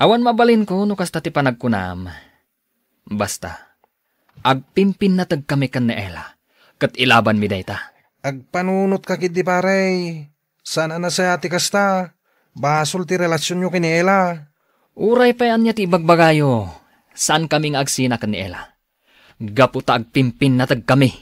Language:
Iloko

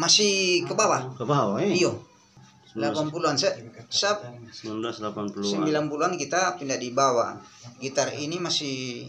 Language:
Manado Malay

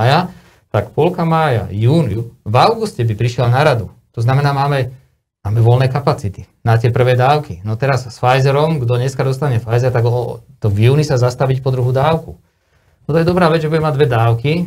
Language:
Slovak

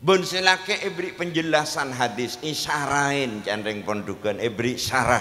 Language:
Madurese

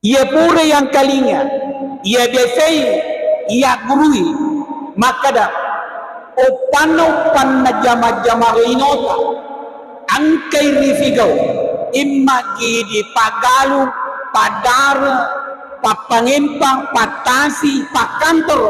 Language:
Buginese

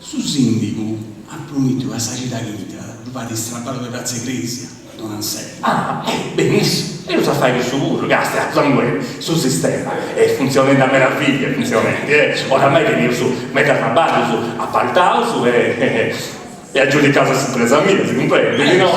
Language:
Sardinian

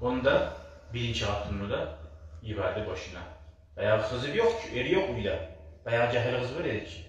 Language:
Kumyk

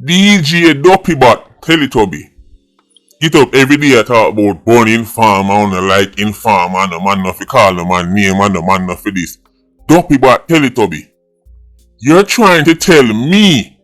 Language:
Jamaican Creole English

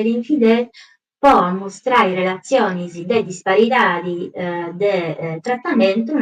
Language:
Sardinian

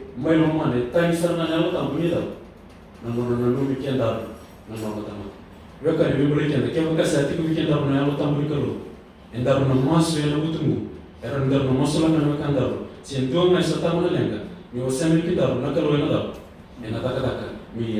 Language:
Fijian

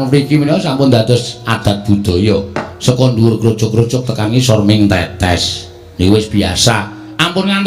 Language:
Javanese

